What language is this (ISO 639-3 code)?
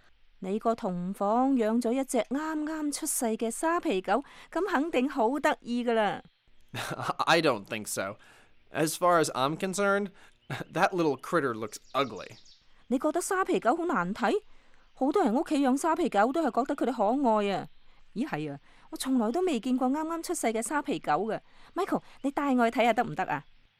yue